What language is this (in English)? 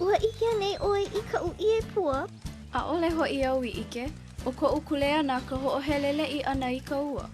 Hawaiian